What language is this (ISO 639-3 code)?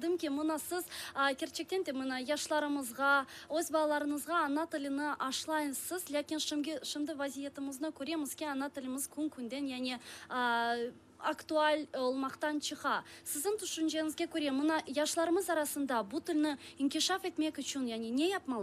crh